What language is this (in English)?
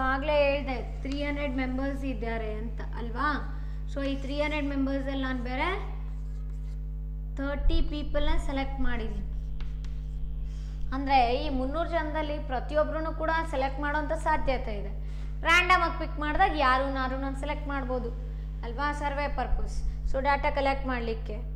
Kannada